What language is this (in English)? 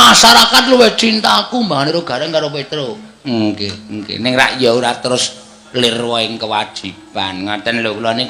Javanese